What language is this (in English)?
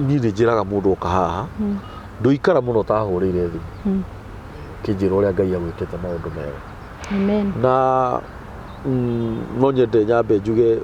Kikuyu